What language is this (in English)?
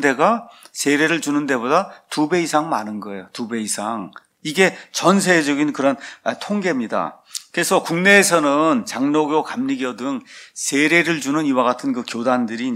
Korean